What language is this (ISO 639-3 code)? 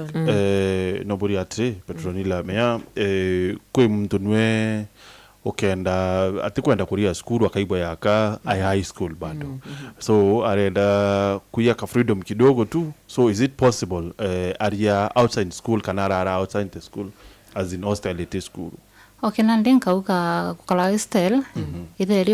mer